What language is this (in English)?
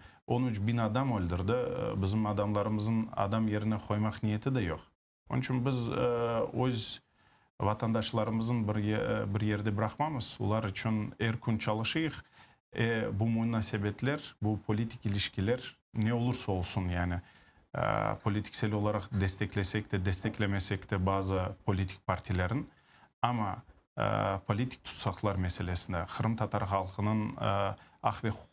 Crimean Tatar